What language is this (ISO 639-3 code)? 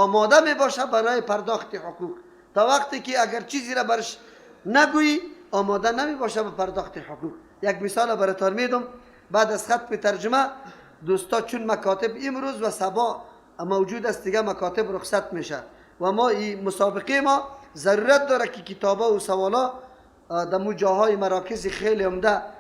fas